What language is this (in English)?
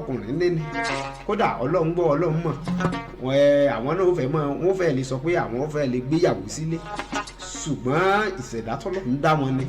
Yoruba